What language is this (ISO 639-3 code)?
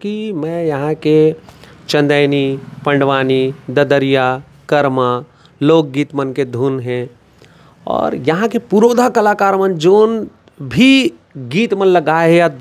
hne